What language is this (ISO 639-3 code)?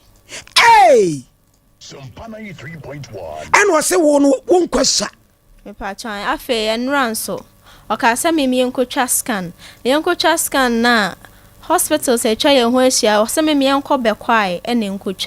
aka